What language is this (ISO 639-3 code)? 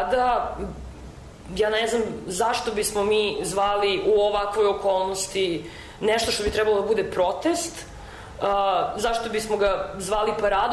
srp